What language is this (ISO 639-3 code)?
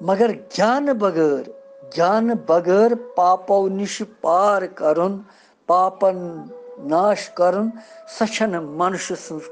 kas